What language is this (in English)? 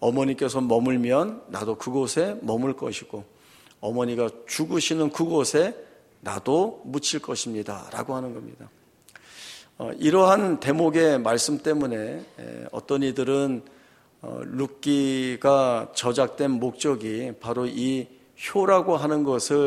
Korean